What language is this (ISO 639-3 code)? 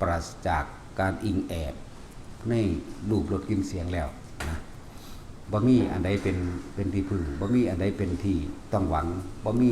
tts